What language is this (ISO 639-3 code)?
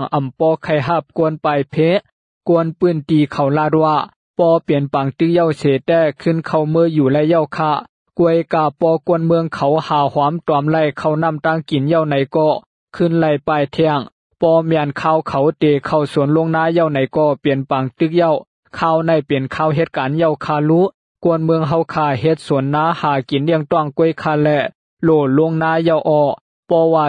shn